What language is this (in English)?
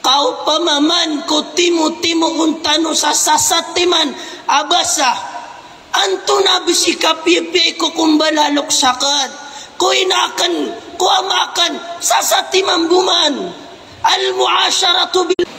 Maranao